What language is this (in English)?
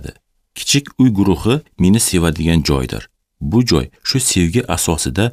Uzbek